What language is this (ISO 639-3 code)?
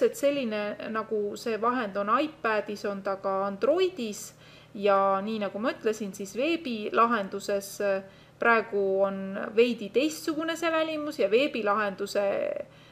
est